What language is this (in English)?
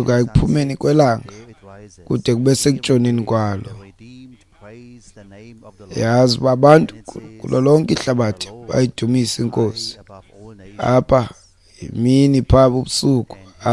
Xhosa